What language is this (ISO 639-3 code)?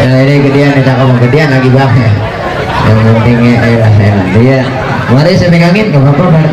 bew